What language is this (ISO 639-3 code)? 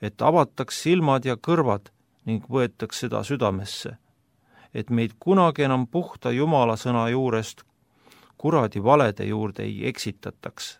est